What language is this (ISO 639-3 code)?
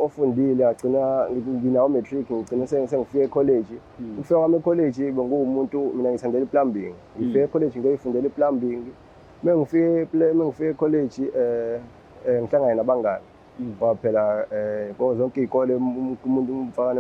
zul